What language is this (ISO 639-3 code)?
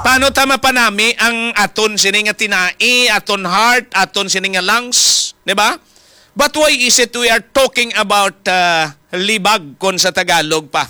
hil